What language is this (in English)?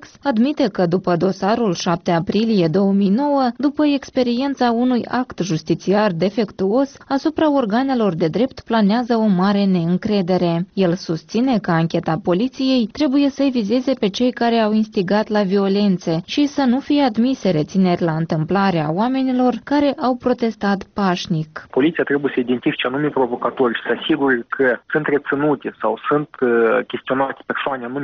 Romanian